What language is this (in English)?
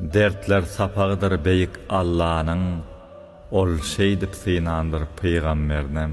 Turkmen